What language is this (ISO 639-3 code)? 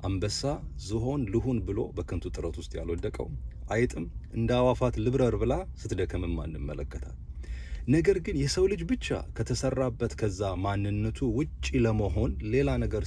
amh